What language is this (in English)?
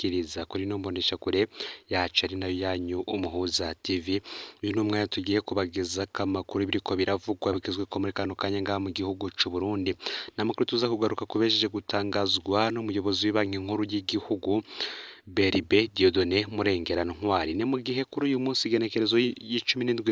Rundi